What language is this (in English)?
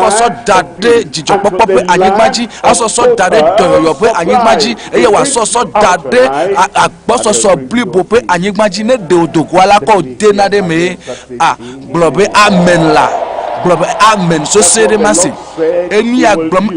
Ewe